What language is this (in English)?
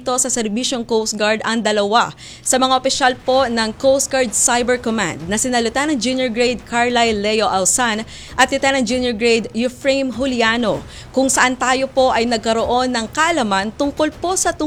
Filipino